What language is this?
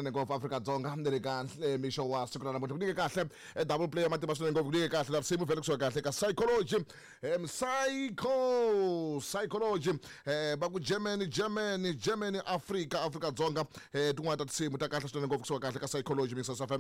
Tsonga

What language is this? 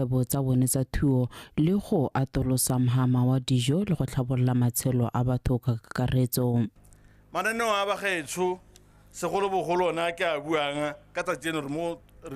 Tswana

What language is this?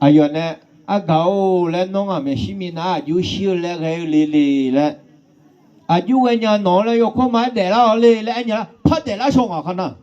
Akha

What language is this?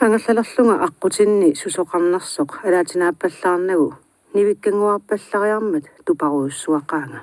Kalaallisut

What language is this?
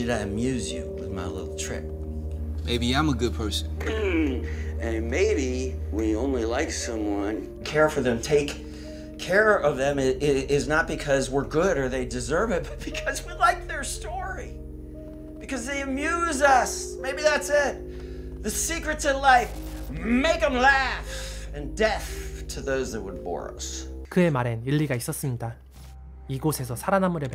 English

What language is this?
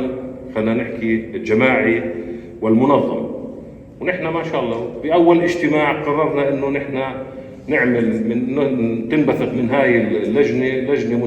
North Levantine Arabic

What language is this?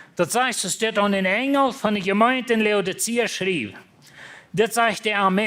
Plautdietsch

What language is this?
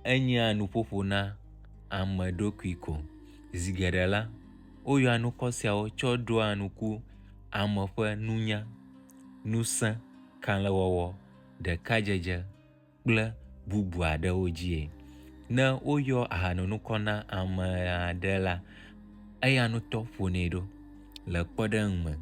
Ewe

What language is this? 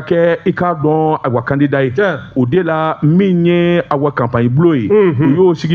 Bambara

